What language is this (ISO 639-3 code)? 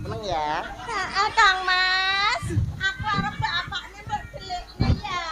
jav